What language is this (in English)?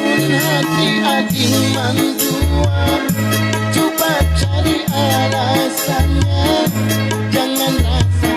Banjar